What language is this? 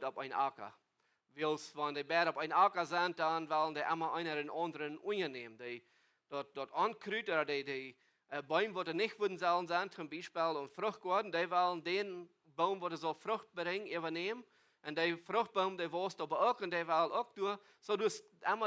Plautdietsch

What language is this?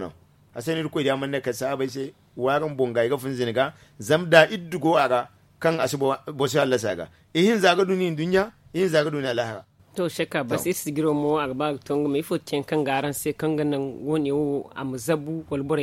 Zarma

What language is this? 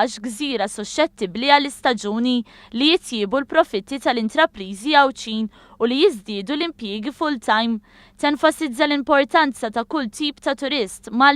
Maltese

